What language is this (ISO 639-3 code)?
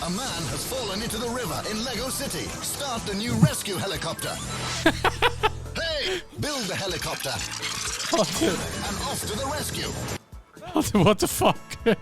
gsw